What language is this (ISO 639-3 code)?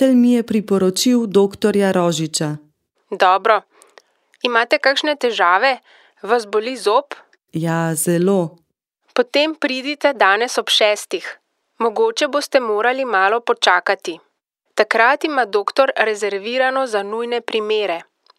slv